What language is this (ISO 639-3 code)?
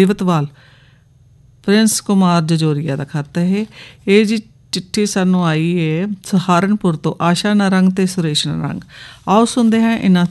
pan